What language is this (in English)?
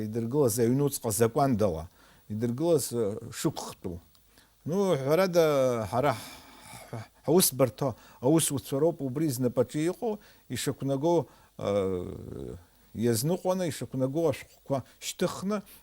Abkhazian